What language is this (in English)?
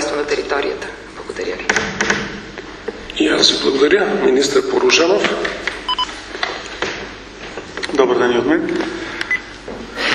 Bulgarian